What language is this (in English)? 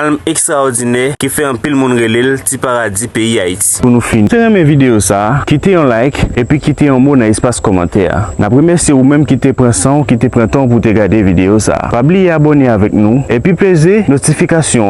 Haitian Creole